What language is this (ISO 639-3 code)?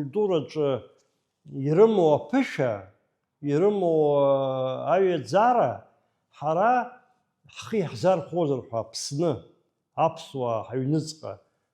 abk